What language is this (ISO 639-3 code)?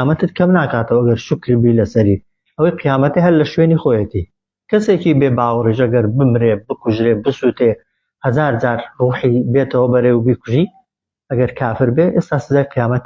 ckb